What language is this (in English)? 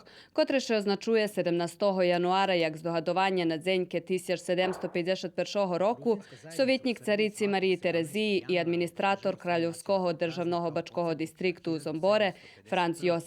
Rusyn